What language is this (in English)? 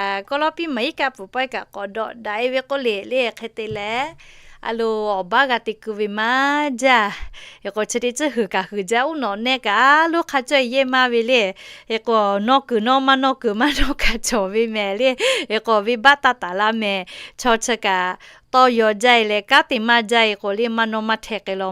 Lahu